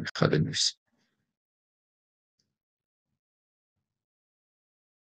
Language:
Persian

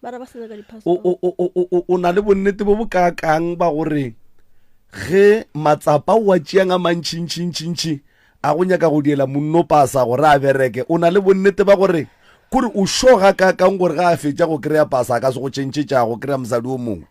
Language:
Northern Sotho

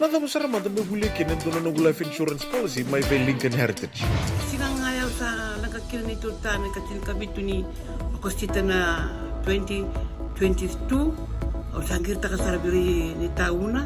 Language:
Fijian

